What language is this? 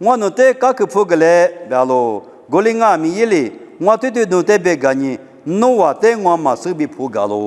Lisu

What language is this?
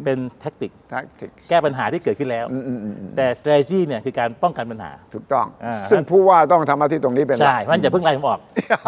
Thai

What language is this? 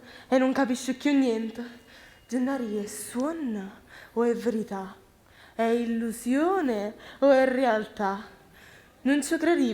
Neapolitan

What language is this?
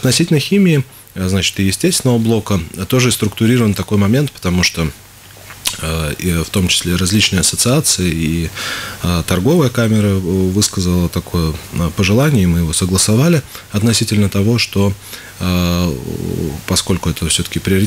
Russian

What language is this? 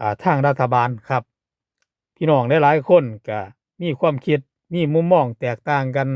Lao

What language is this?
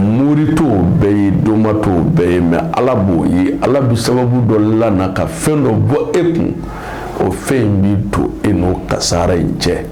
Bambara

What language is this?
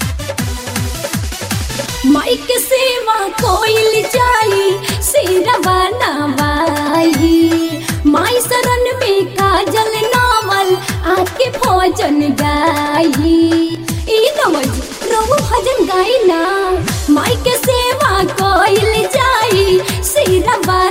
Bhojpuri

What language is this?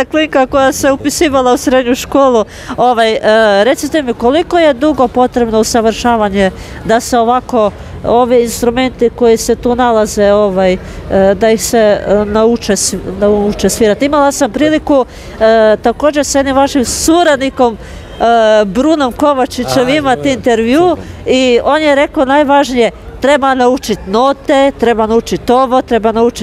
Croatian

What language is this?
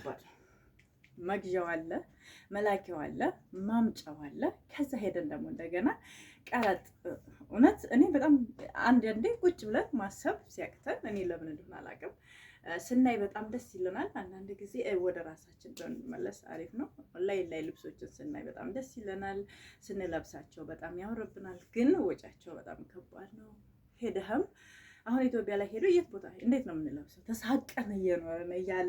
Amharic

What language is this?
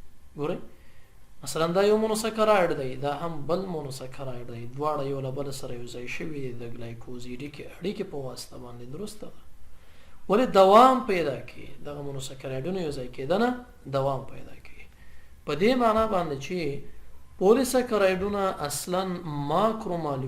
Pashto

